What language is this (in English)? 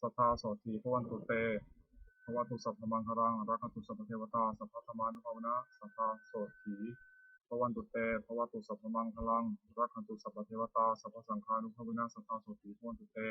Pali